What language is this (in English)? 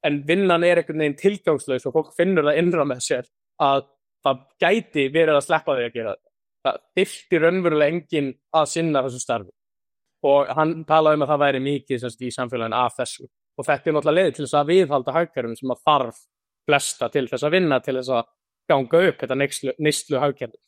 Icelandic